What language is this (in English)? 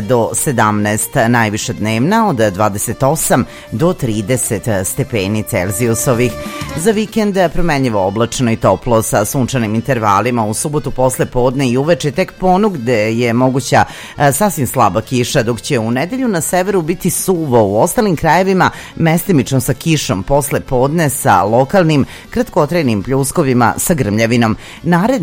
Serbian